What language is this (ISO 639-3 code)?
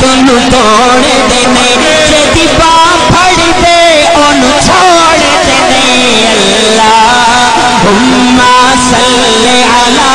skr